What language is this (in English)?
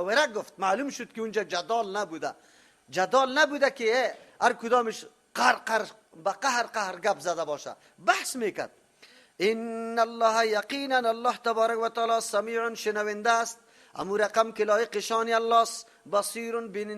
Persian